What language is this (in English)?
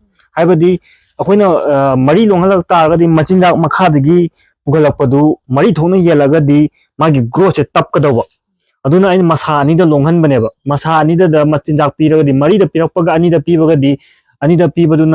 Manipuri